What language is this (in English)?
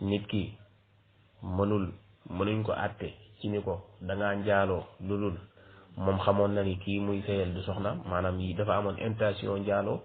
Wolof